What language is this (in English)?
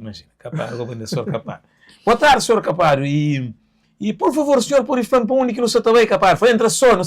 Kabuverdianu